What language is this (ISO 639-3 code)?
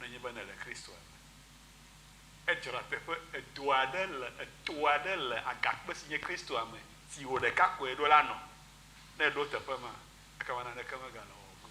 ewe